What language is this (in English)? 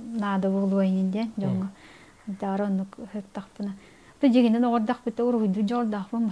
Yakut